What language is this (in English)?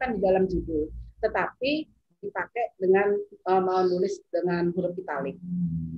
Indonesian